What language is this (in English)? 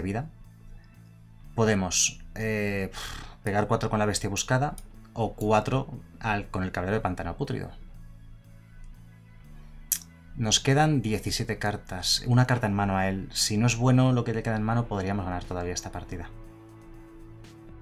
Spanish